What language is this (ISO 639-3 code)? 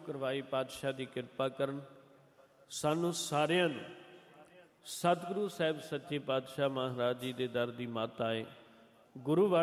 pan